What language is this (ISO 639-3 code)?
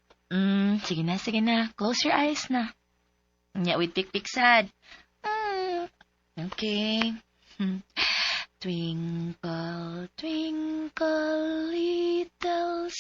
ceb